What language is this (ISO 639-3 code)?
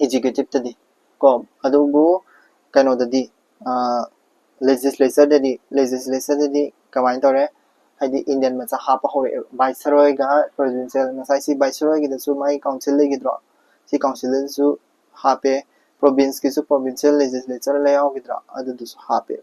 mni